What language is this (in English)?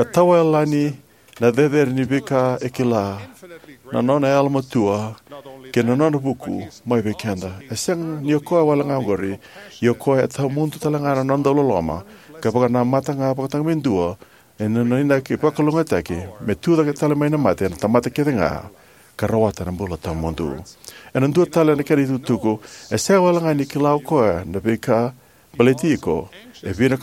Fijian